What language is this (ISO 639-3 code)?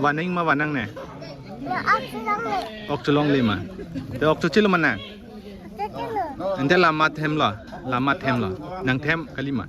mjw